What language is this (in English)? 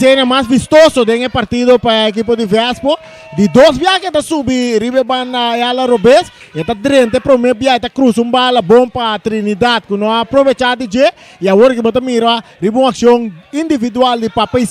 Papiamento